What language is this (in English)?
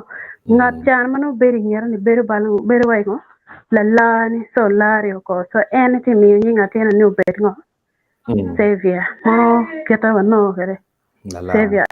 Acoli